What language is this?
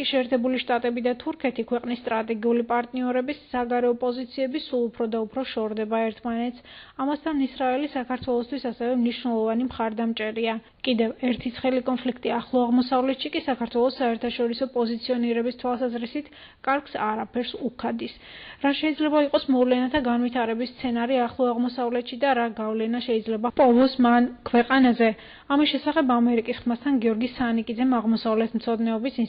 Georgian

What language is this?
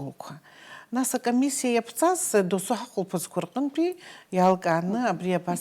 Abkhazian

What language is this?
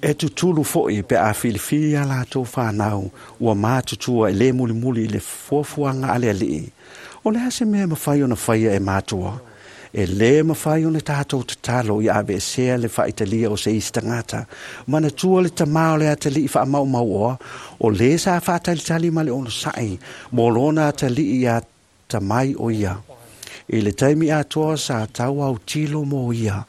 Samoan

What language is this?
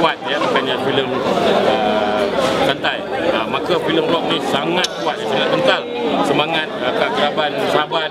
Malay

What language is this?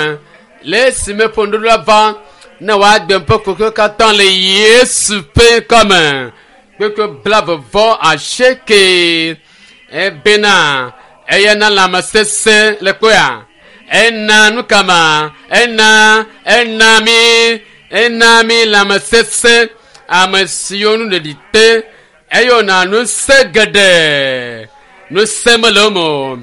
Ewe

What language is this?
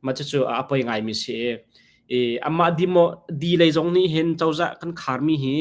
Hakha Chin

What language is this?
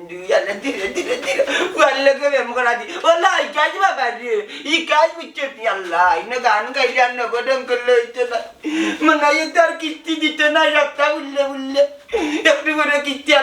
Sylheti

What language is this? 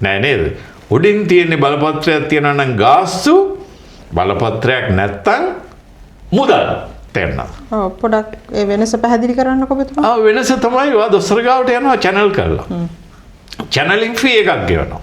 Sinhala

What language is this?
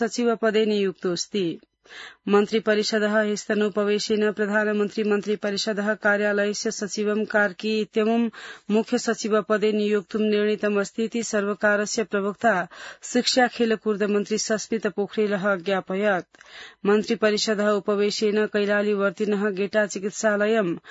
Sanskrit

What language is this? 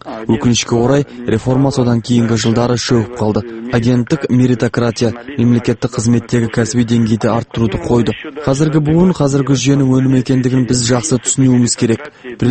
Kazakh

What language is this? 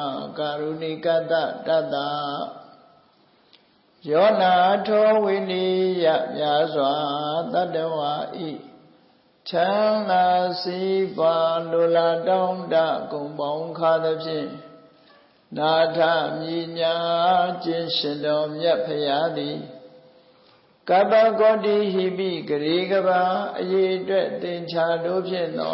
Burmese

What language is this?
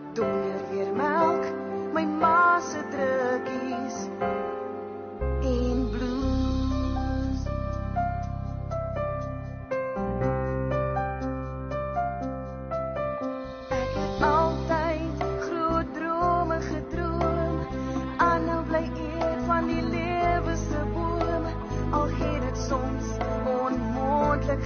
Afrikaans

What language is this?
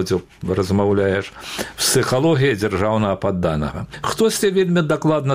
Belarusian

